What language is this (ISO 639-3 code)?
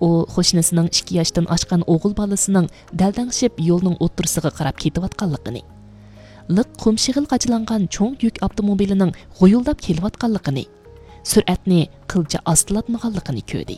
uig